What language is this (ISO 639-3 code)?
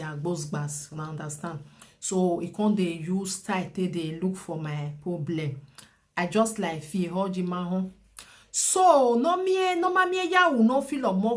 pcm